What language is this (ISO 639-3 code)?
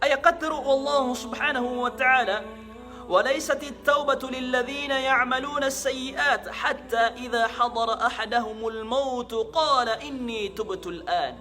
mrw